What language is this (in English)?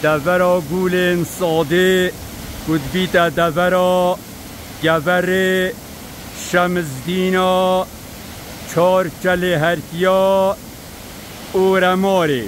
Kurdish